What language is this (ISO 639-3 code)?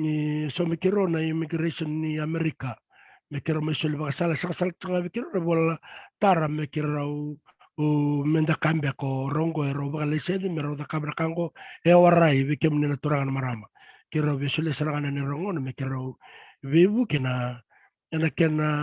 fij